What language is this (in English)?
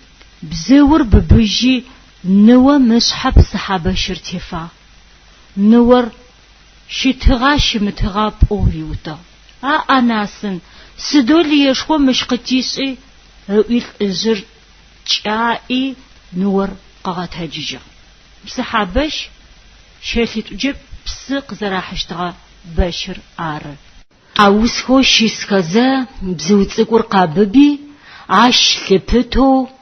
Adyghe